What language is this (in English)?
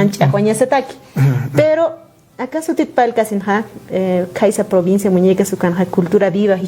Aymara